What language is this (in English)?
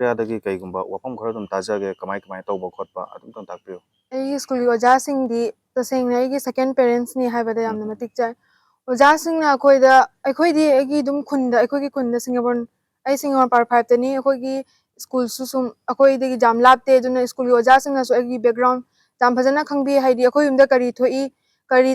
Manipuri